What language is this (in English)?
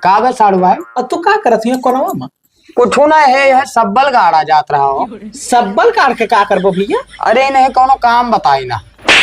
Awadhi